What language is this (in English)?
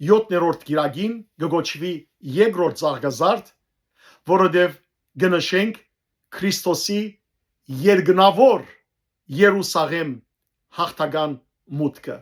Western Armenian